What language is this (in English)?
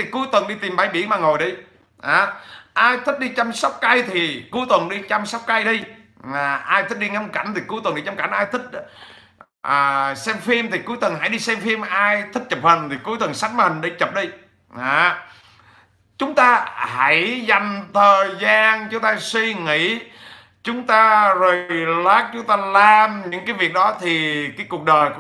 Vietnamese